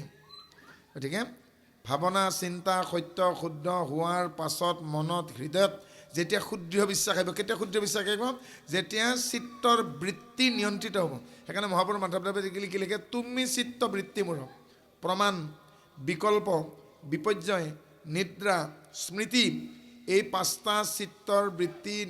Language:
Assamese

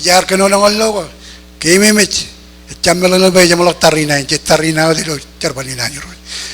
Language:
Marshallese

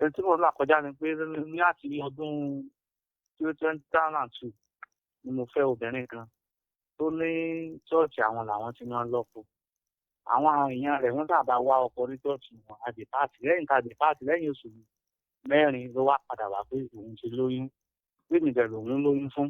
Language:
Yoruba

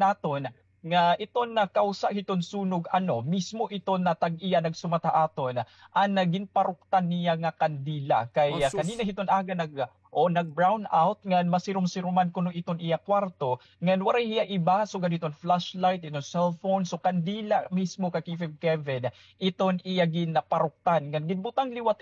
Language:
Waray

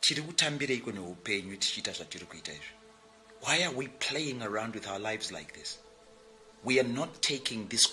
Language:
Shona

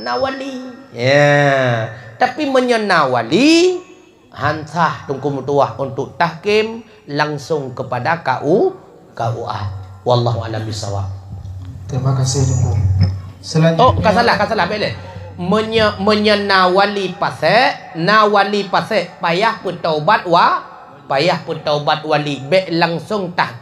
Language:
Achinese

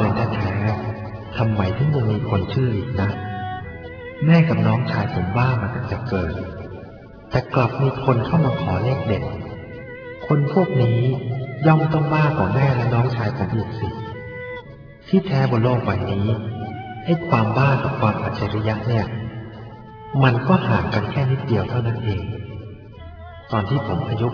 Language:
Thai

